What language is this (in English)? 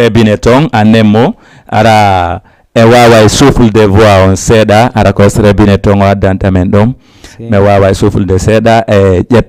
Fula